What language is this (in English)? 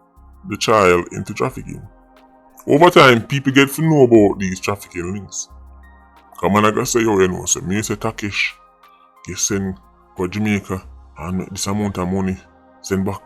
Jamaican Creole English